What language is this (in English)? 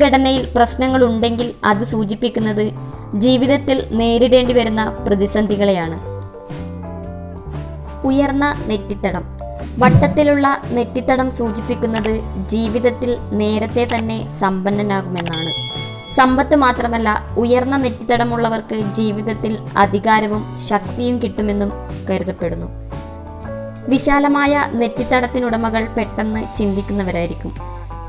Malayalam